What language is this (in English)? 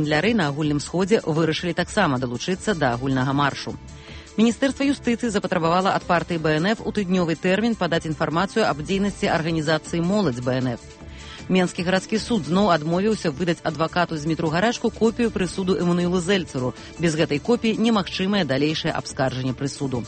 Belarusian